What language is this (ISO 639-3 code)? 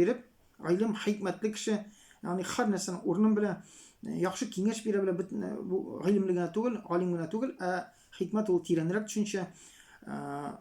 tat